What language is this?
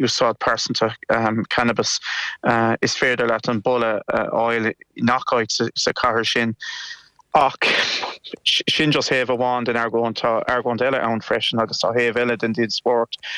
Irish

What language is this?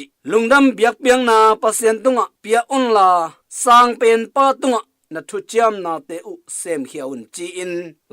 Tedim Chin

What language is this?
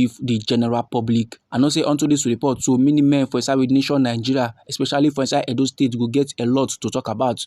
Nigerian Pidgin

